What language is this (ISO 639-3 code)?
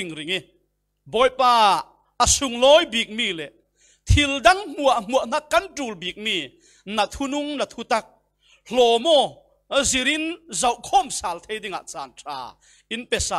cfm